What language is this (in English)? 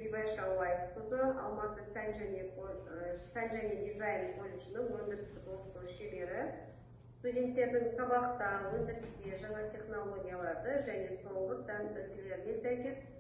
Kazakh